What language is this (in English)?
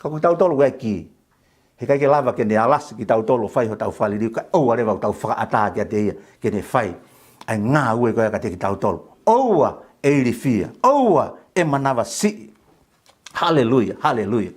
Tongan